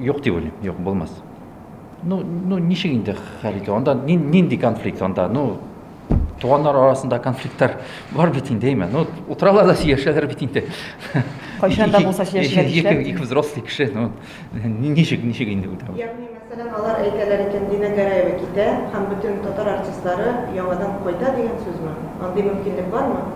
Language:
Tatar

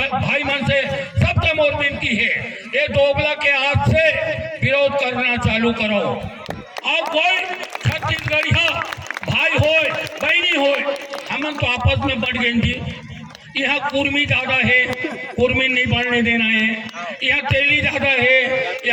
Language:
Chhattisgarhi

